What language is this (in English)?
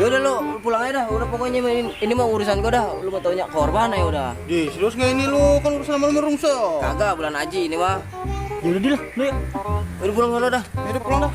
Betawi